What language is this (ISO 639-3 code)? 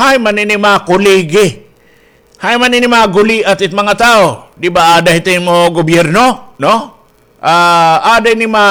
war